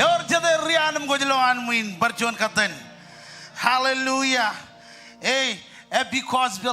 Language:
Marshallese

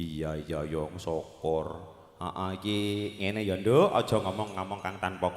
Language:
Javanese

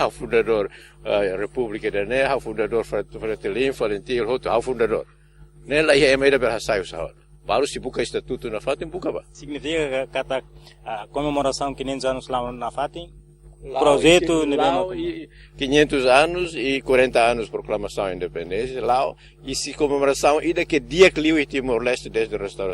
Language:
Tetum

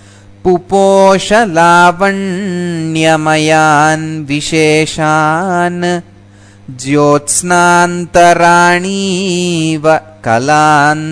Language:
Sanskrit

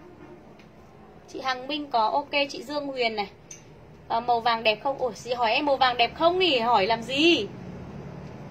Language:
Vietnamese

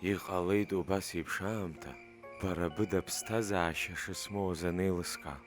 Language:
Abkhazian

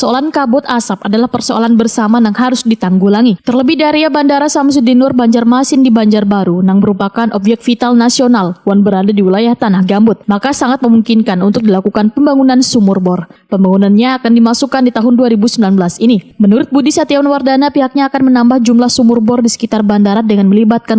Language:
Banjar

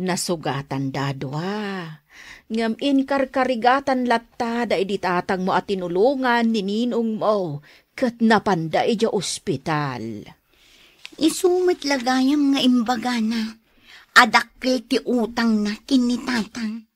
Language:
Iloko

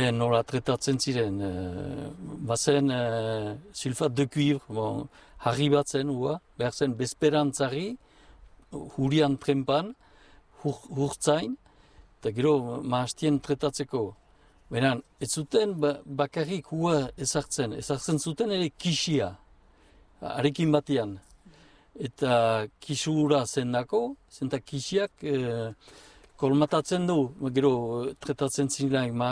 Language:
Basque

